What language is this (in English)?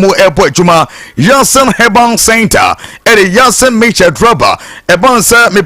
Akan